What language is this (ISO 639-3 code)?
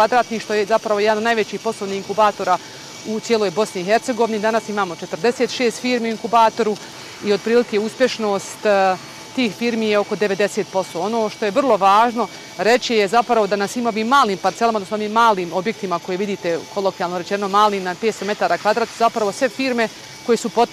bos